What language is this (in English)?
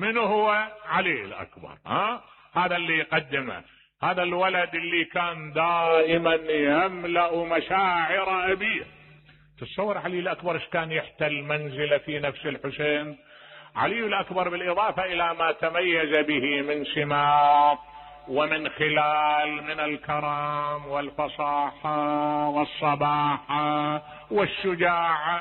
Mesopotamian Arabic